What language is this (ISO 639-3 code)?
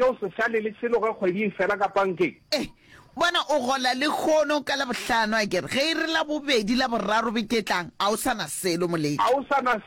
nso